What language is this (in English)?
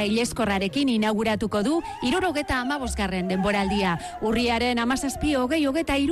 Basque